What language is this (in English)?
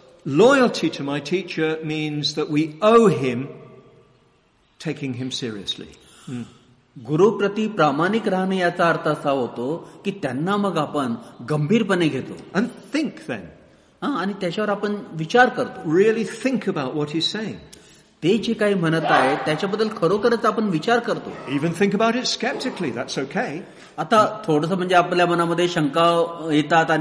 Marathi